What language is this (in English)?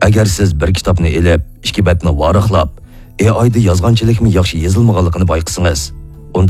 Uyghur